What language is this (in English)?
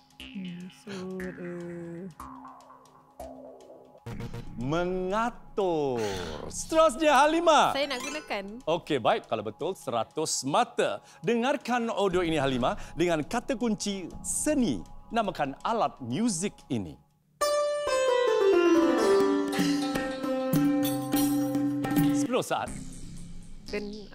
Malay